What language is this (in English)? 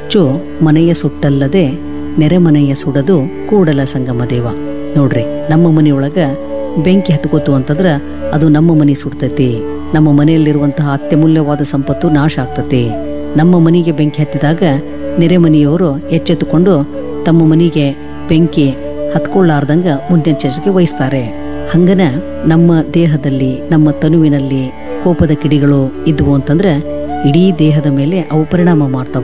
Kannada